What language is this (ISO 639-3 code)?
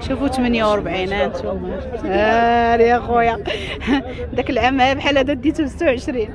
ary